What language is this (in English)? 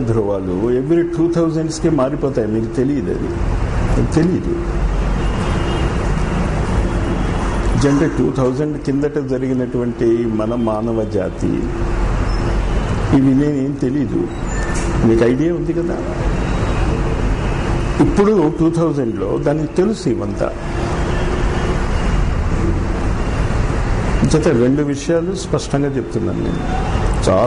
Telugu